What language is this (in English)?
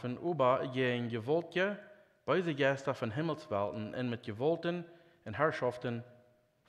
Plautdietsch